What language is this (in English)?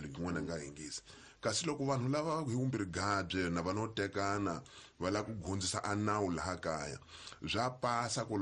Tsonga